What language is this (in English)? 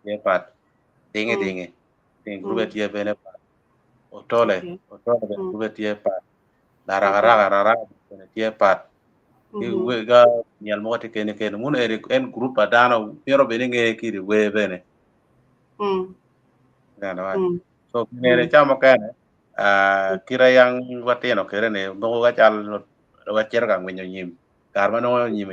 Acoli